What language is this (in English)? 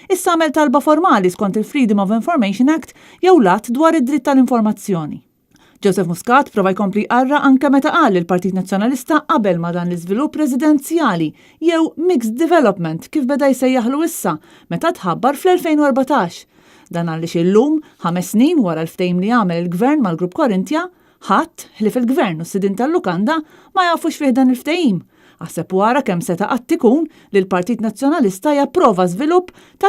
Maltese